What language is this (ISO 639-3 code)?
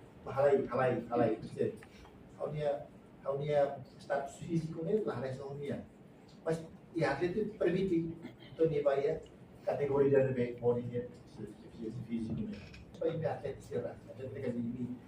tet